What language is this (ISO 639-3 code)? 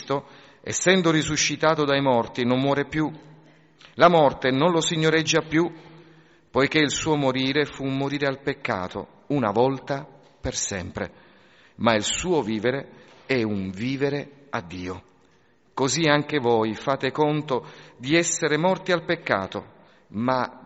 ita